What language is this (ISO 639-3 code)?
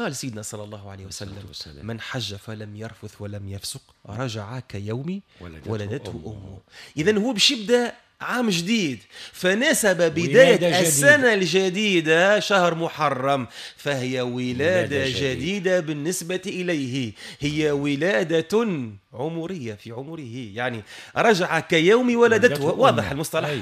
aeb